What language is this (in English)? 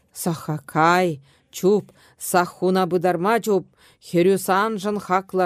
Chuvash